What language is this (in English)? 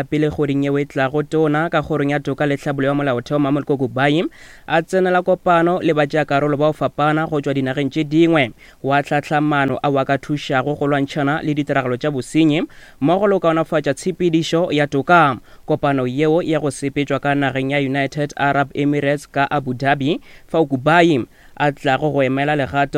Northern Sotho